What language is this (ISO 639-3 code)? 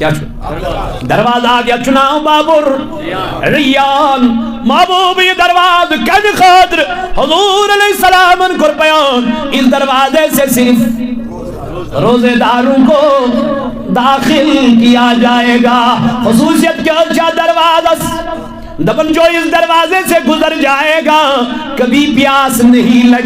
kas